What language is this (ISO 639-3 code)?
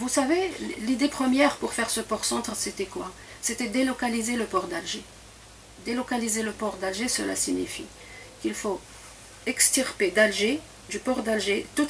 fra